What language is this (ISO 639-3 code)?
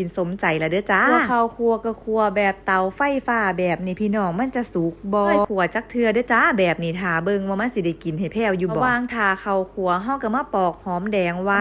lao